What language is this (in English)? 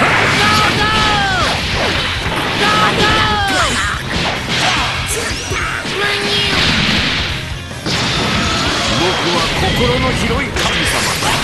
Japanese